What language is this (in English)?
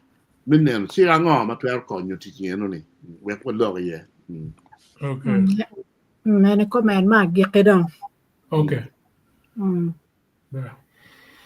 Acoli